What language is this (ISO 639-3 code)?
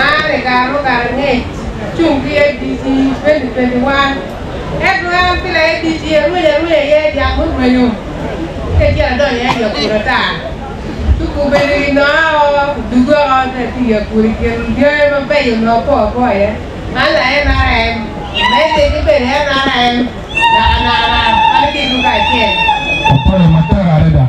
ach